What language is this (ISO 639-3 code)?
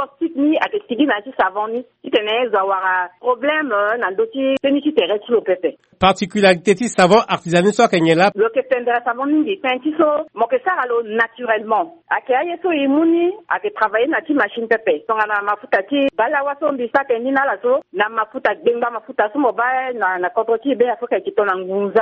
sag